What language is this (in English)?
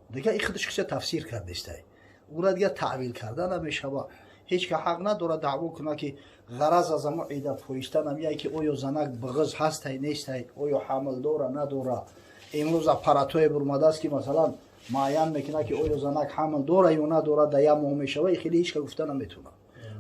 Tajik